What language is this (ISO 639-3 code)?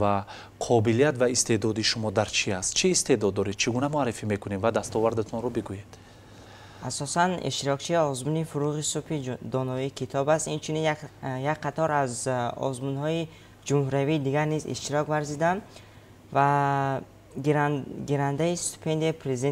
tgk